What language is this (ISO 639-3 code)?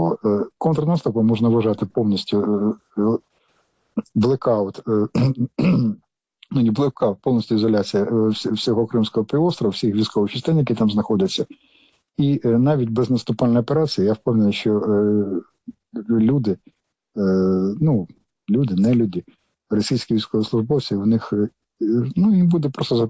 ukr